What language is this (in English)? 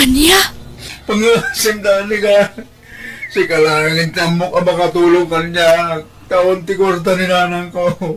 Iloko